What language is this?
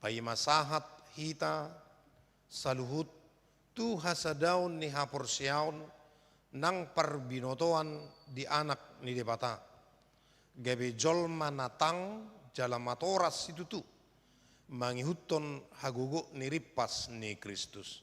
Batak Toba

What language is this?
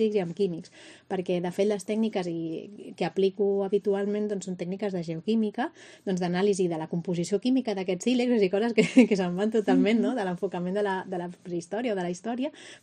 Catalan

